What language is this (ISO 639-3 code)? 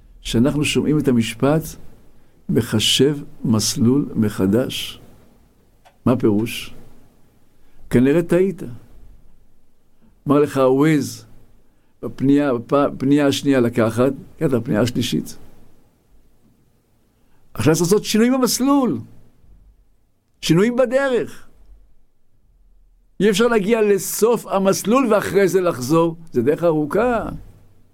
heb